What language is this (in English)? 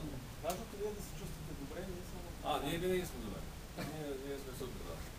Bulgarian